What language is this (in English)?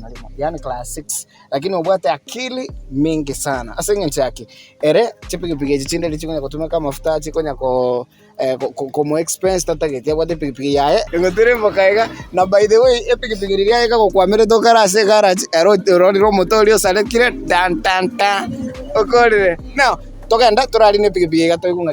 Gusii